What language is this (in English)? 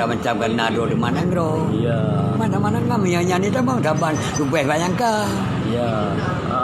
Achinese